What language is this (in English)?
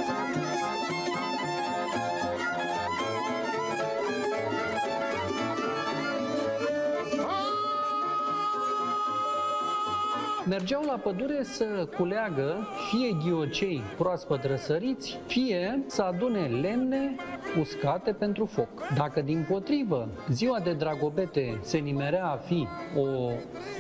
Romanian